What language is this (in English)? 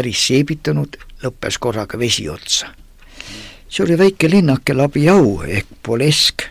Estonian